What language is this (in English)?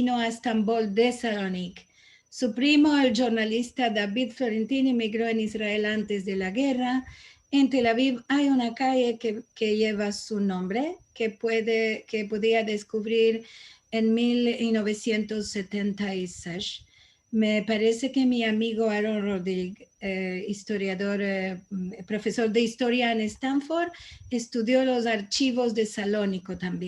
Ladino